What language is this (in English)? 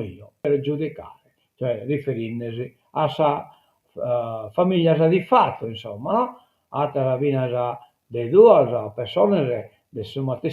Sardinian